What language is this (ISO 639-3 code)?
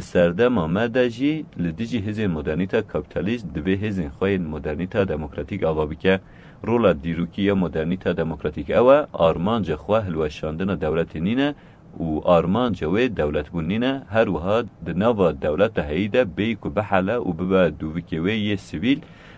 kur